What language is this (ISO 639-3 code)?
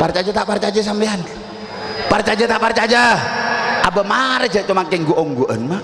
mad